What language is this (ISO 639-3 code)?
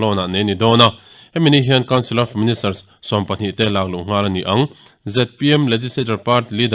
lus